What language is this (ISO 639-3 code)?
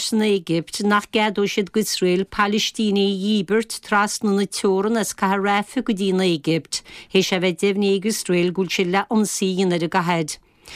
gle